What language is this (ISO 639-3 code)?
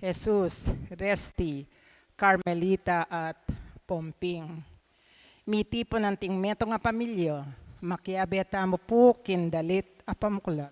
pam